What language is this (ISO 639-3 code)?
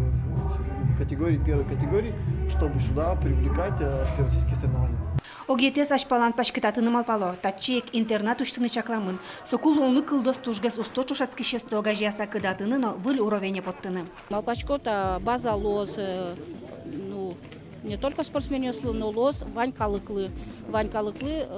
udm